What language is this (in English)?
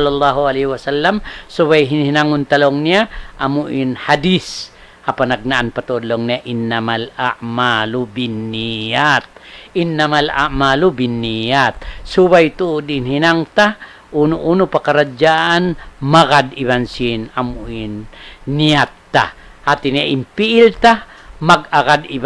Tausug